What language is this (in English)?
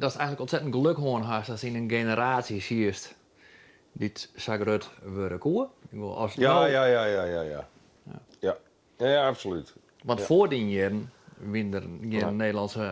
Western Frisian